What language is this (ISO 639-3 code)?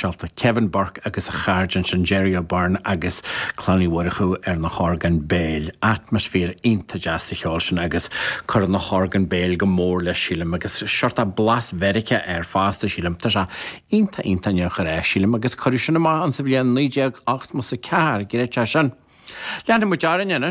gle